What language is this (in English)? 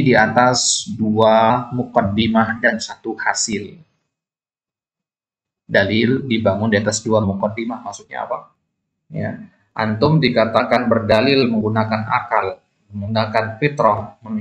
Indonesian